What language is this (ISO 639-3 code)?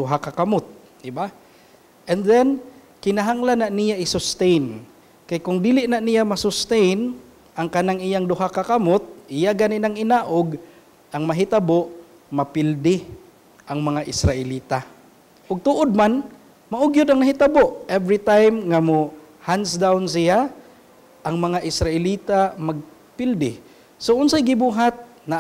ceb